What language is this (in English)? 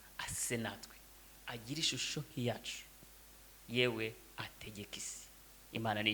Kinyarwanda